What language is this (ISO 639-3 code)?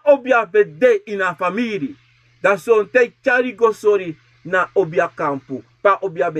srn